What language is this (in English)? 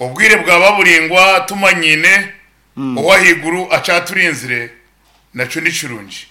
Nyankole